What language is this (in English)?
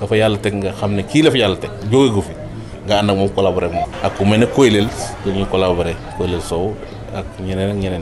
Wolof